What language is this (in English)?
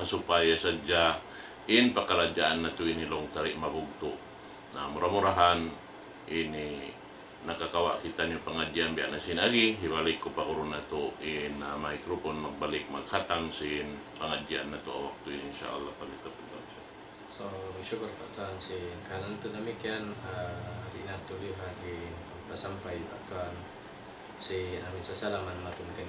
Tausug